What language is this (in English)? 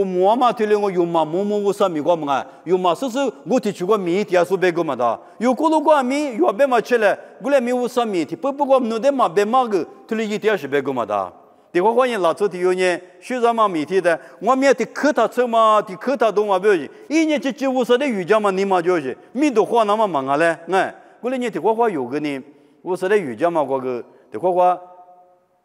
Lisu